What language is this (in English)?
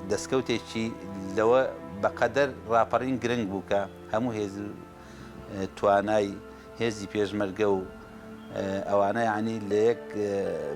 Central Kurdish